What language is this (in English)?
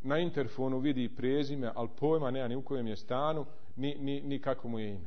Bosnian